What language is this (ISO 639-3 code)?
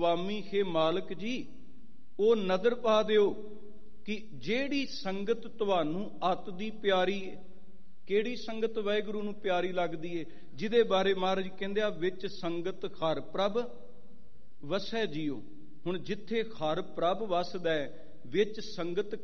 pan